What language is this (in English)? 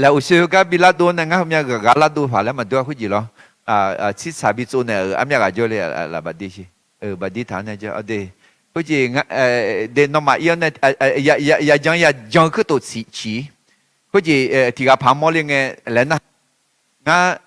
Akha